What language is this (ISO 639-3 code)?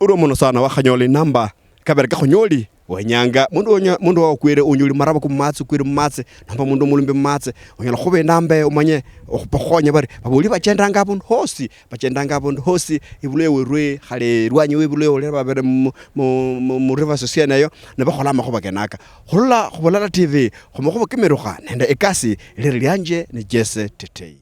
luy